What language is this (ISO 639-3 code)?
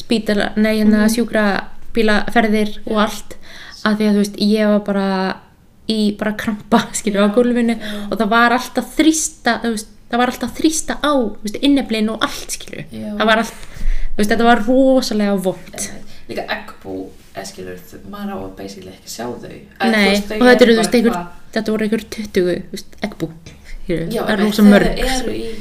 isl